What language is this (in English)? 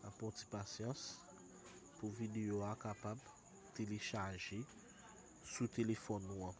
Haitian Creole